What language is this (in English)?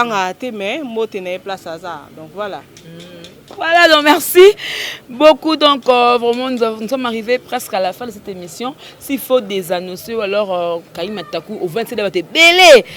Lingala